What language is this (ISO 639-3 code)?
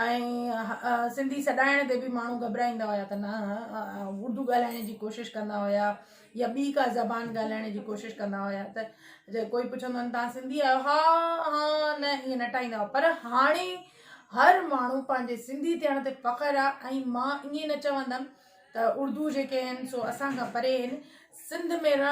snd